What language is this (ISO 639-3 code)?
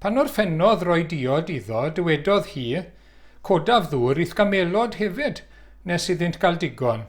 cym